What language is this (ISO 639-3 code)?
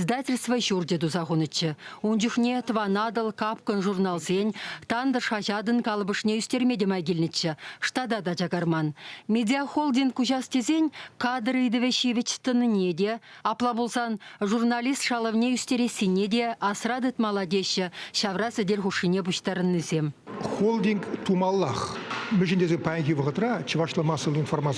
chv